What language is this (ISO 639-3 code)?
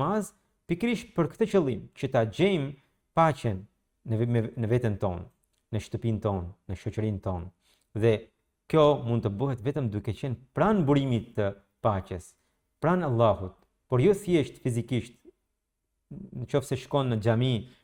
sqi